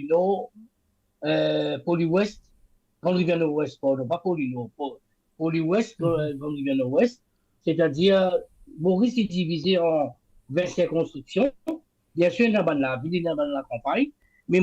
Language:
Morisyen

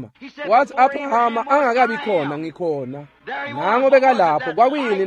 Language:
Swati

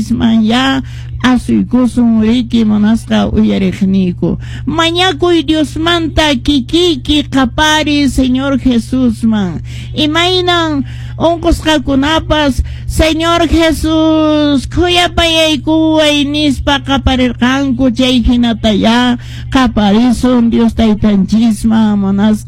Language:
Quechua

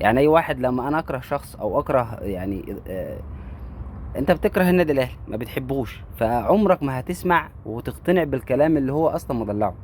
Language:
Egyptian Arabic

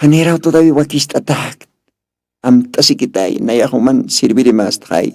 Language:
Aymara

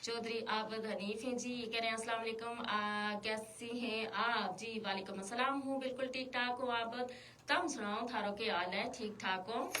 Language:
Gujari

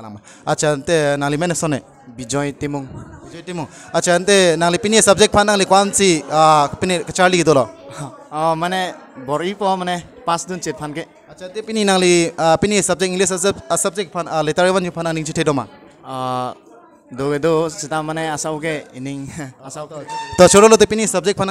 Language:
Karbi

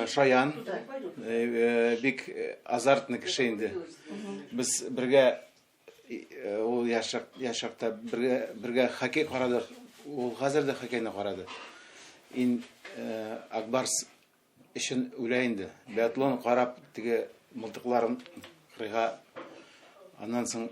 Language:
Tatar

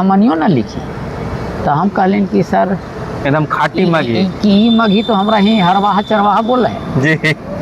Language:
Magahi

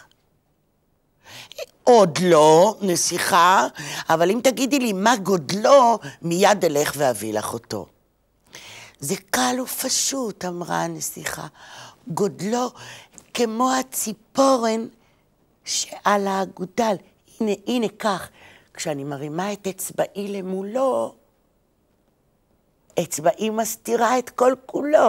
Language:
Hebrew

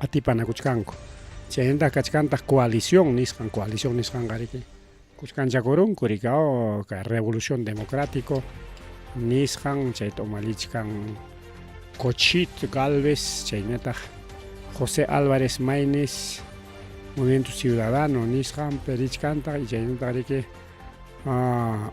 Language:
Ayacucho Quechua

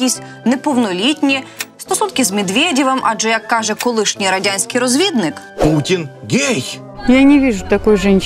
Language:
Ukrainian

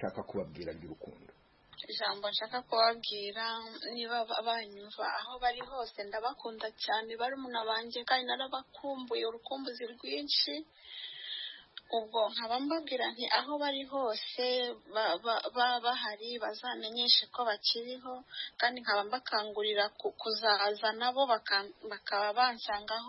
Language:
Kinyarwanda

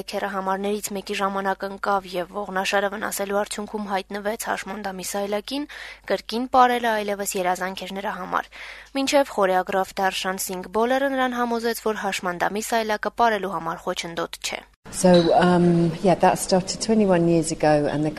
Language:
Armenian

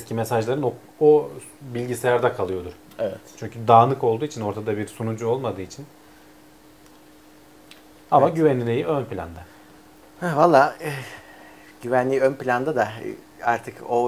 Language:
Turkish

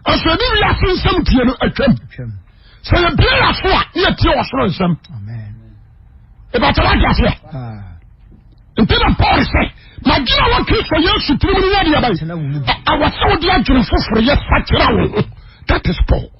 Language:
Akan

